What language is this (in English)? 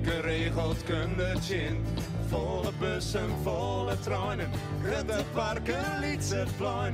Western Frisian